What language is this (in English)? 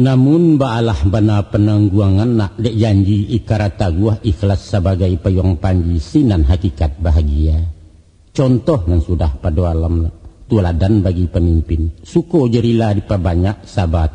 Minangkabau